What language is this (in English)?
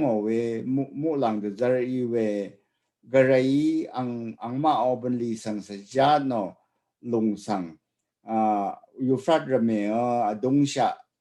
Rawang